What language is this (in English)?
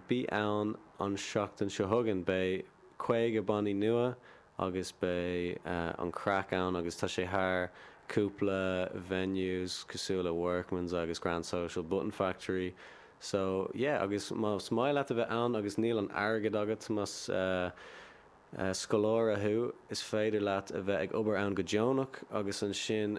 Irish